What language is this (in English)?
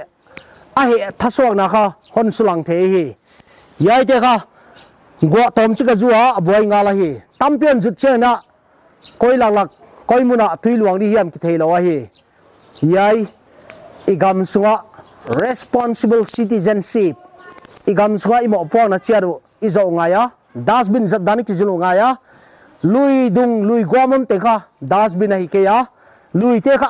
Paite Chin